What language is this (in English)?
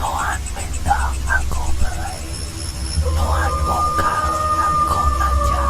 Iban